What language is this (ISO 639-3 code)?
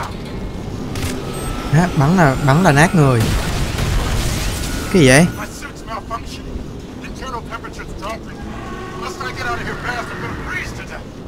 vie